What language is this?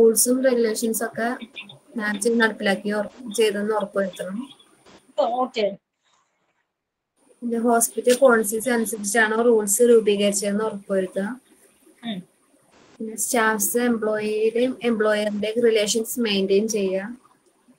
Malayalam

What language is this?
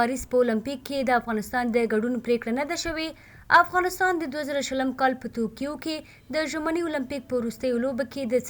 Pashto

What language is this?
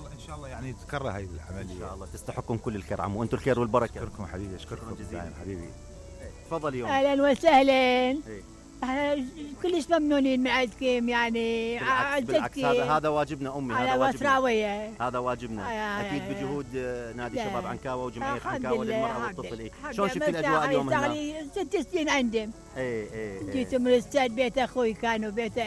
Mesopotamian Arabic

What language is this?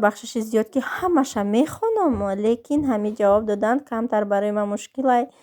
Tajik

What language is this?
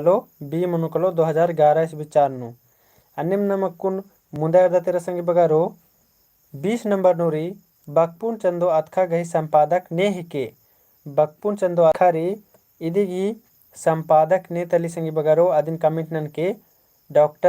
Kurukh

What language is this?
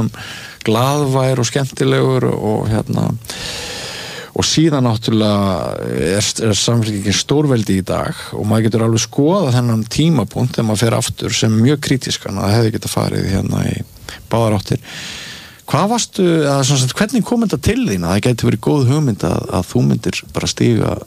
Icelandic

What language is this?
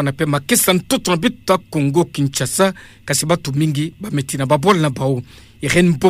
Kituba (Democratic Republic of Congo)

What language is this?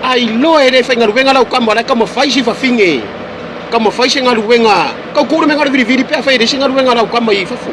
Samoan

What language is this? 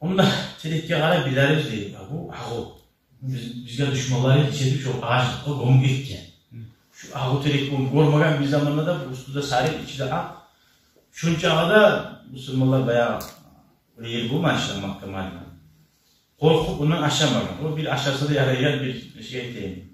Kumyk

